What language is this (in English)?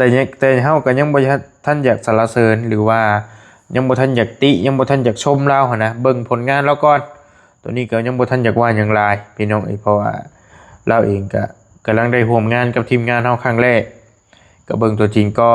Lao